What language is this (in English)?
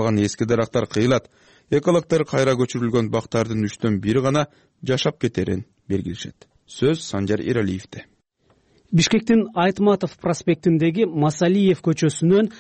Kyrgyz